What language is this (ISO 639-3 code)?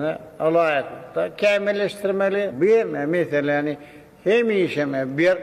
tuk